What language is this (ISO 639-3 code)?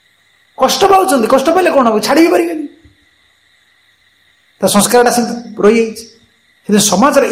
ori